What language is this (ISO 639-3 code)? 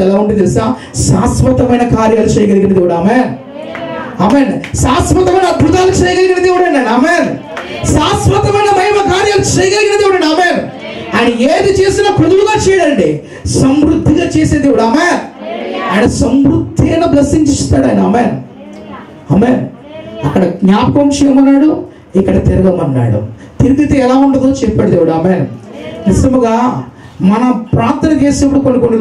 tel